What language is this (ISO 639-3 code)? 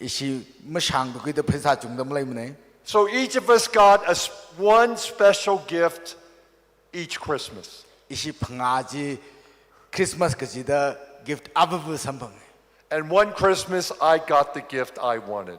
nmf